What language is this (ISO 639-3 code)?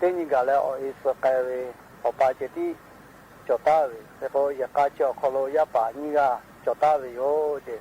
lhu